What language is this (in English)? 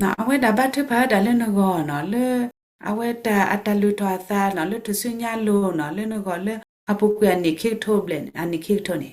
S'gaw Karen